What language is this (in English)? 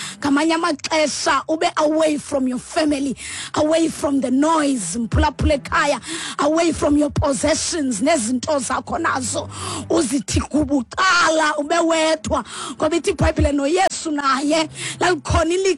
Xhosa